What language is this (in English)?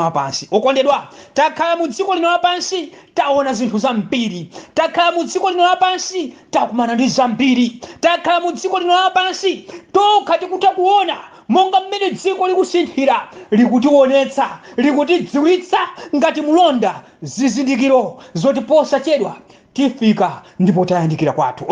Nyanja